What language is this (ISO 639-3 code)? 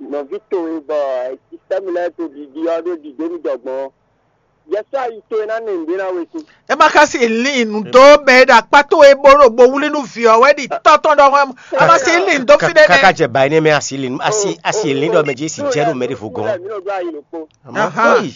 fon